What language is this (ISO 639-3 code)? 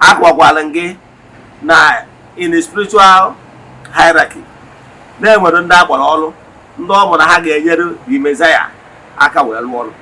ibo